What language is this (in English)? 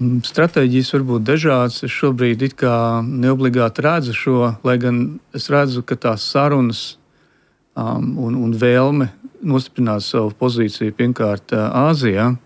Latvian